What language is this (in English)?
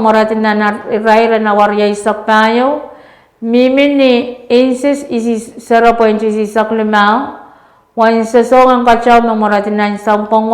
Pohnpeian